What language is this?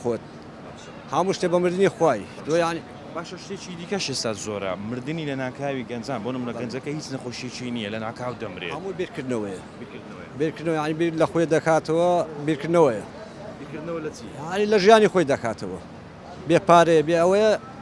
Central Kurdish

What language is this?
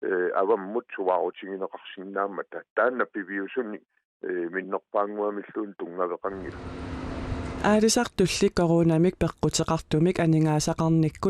Kalaallisut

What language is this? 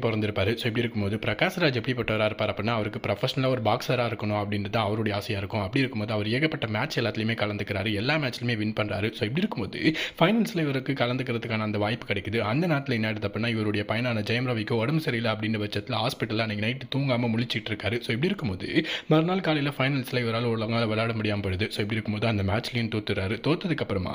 Tamil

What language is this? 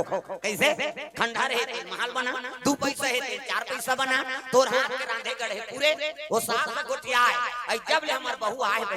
Chhattisgarhi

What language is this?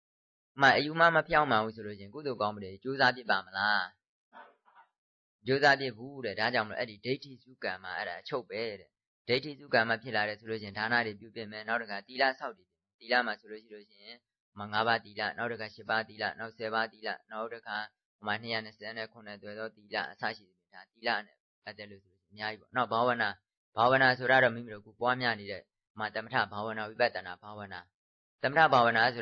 Burmese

